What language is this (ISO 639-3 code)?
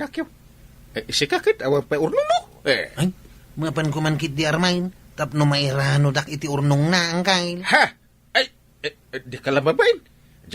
ilo